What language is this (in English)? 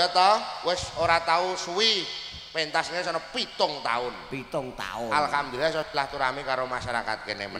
Javanese